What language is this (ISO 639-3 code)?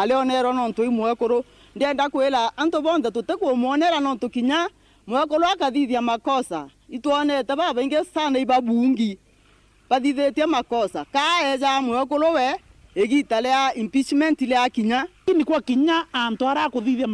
mer